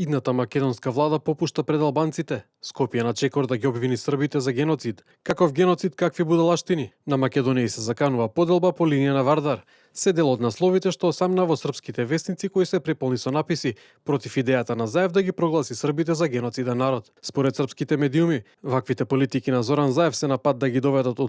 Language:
Macedonian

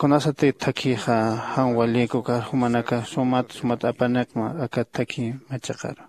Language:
Aymara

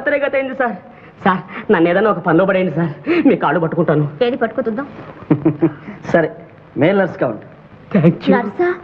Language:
Telugu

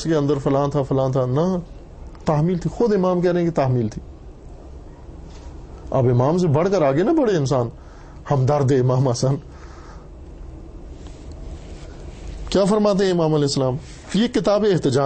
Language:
Urdu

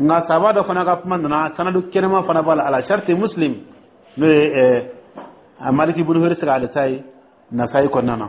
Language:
Dyula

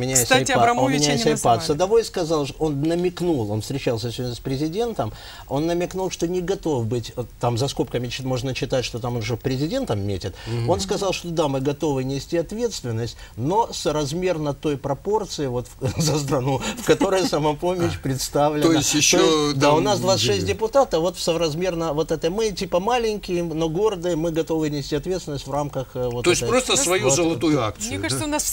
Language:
Russian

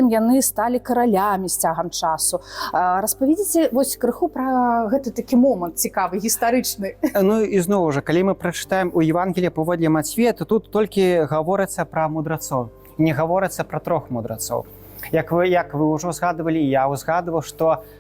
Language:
Belarusian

